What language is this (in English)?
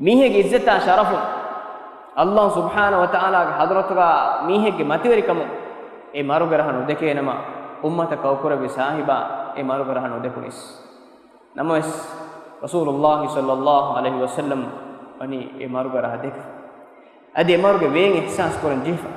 Divehi